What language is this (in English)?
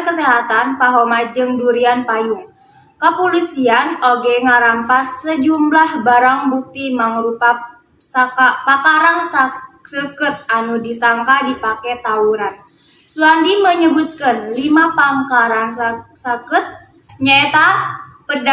Sundanese